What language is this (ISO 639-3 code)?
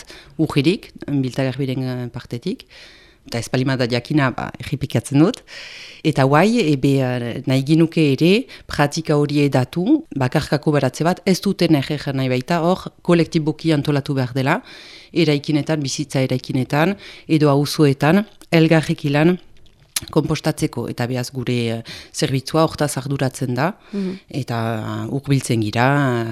eus